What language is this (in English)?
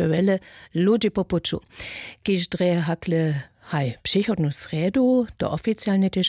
Upper Sorbian